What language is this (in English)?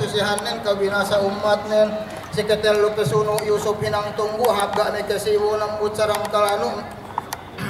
Yakan